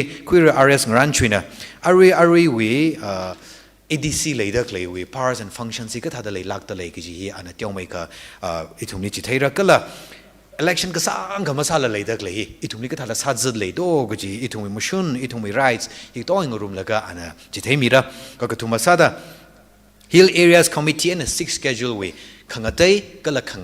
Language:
Tangkhul Naga (India)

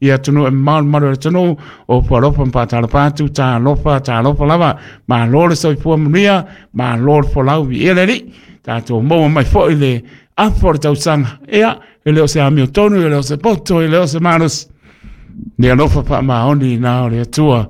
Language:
Samoan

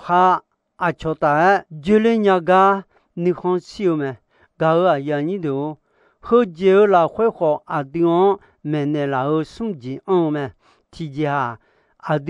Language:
Akha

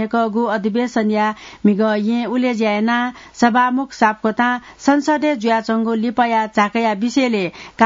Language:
Newari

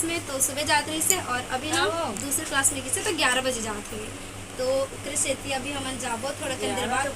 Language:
Chhattisgarhi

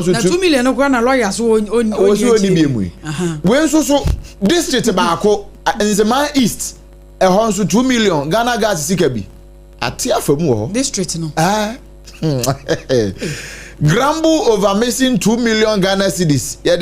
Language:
Akan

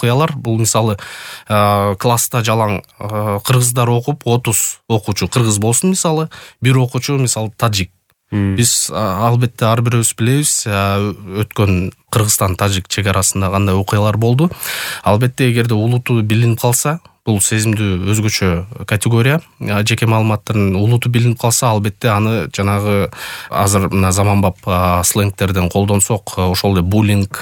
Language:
Kyrgyz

